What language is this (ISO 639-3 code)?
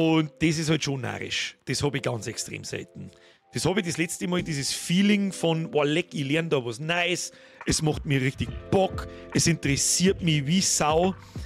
bar